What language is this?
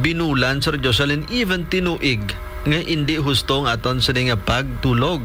Hiligaynon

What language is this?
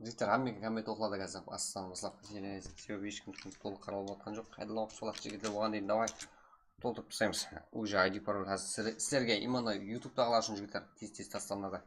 Kara-Kalpak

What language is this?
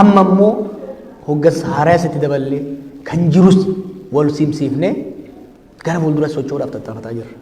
Oromo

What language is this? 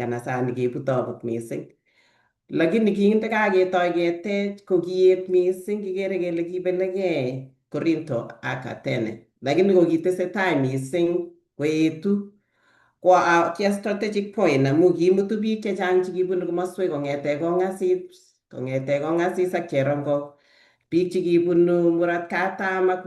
Kalenjin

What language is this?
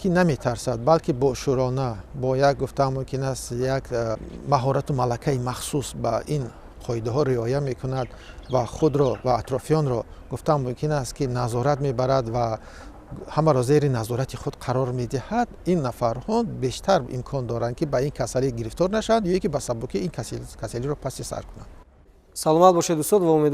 Tajik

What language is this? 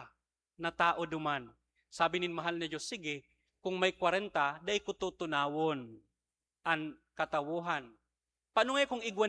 Bikol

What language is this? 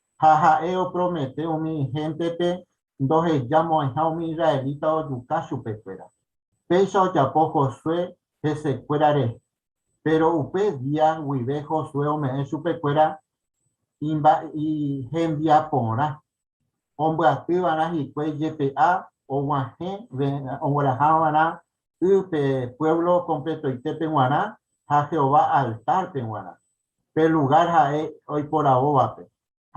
Guarani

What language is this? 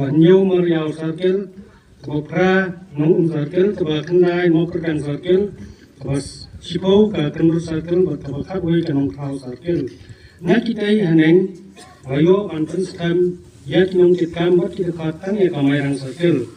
Khasi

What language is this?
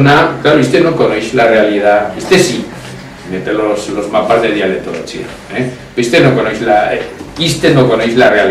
Aragonese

